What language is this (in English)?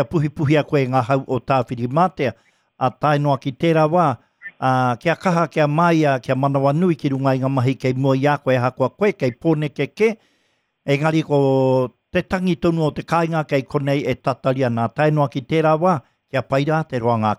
Māori